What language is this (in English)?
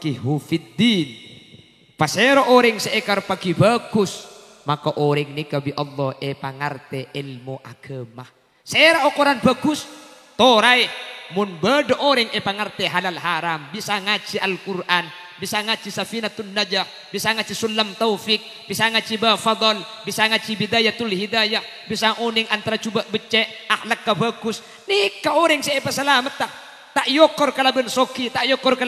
Madurese